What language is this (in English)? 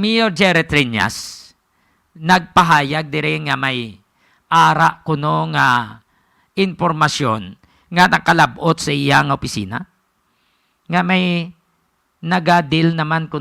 Hiligaynon